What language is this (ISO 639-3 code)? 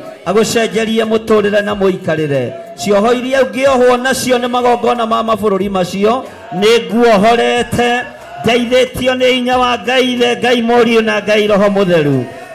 kik